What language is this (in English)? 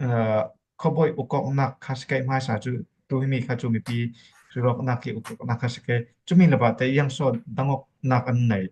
Falam Chin